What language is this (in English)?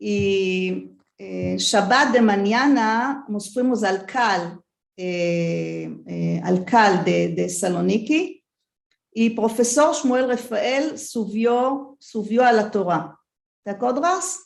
Ladino